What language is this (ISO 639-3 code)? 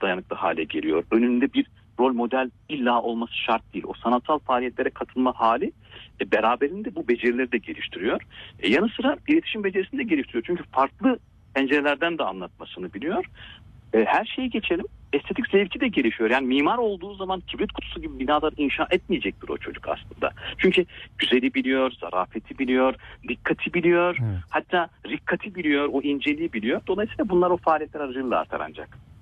tur